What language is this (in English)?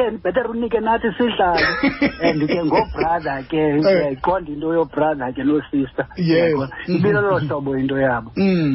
Xhosa